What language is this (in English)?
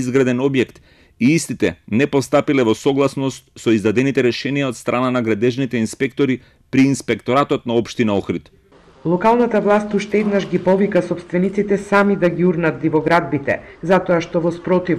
Macedonian